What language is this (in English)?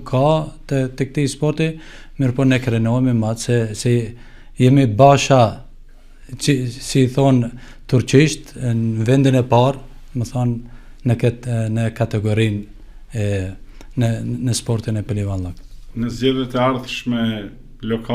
Albanian